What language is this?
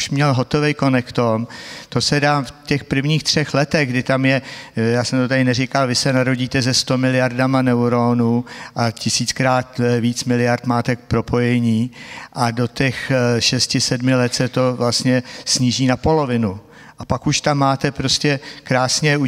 Czech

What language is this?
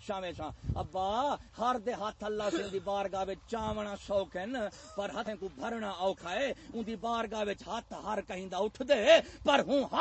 Saraiki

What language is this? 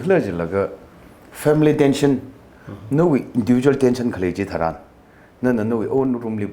Tangkhul Naga (India)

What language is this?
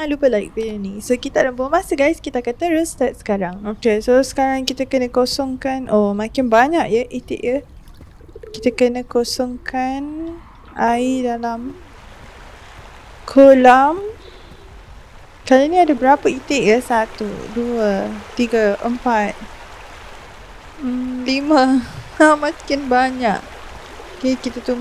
Malay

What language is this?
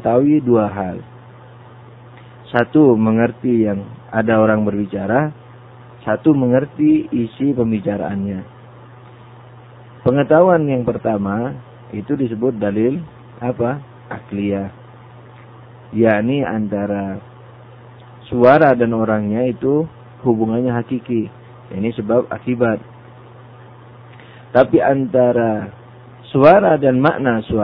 Indonesian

